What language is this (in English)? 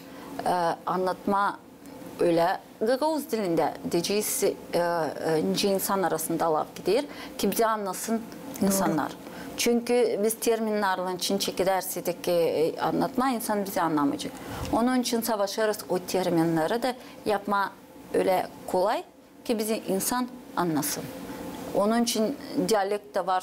Gagauz